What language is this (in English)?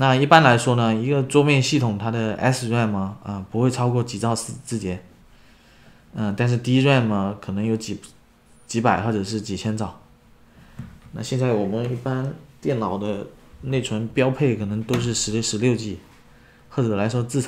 Chinese